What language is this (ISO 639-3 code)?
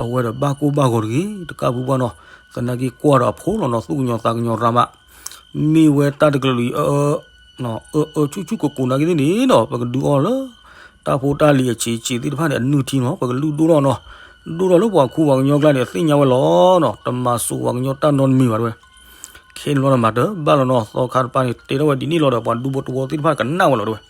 ksw